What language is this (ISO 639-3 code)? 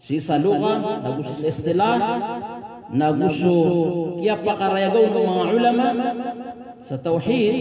mrw